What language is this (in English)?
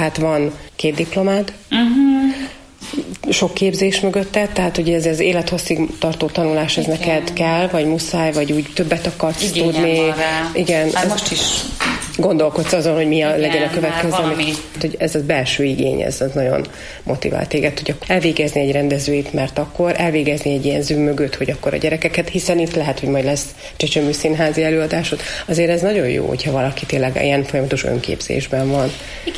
Hungarian